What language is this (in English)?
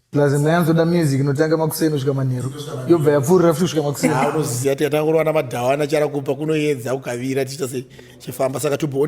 Shona